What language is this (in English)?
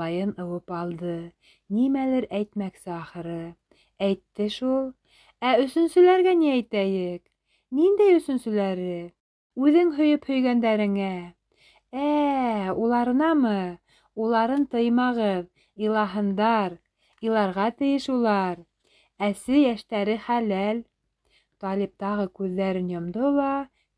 Bashkir